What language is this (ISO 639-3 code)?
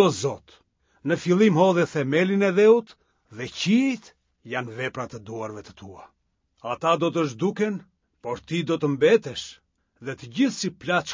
sqi